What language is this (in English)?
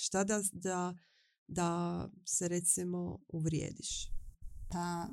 Serbian